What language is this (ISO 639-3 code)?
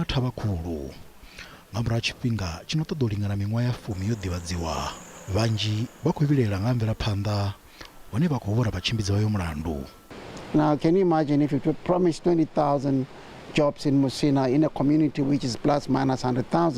ven